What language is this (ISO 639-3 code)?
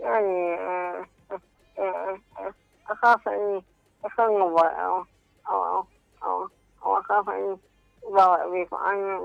acm